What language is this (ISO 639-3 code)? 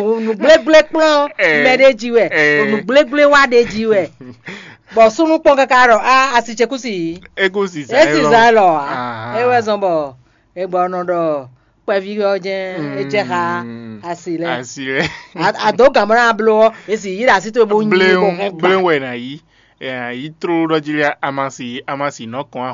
fon